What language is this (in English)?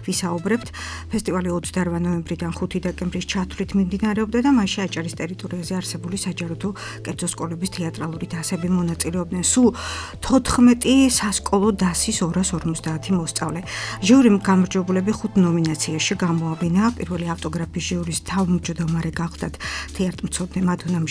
Georgian